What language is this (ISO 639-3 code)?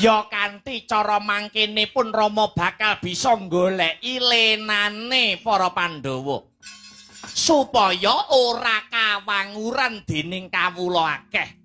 jav